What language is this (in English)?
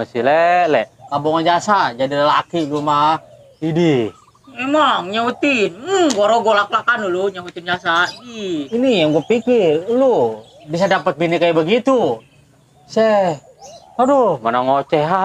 Betawi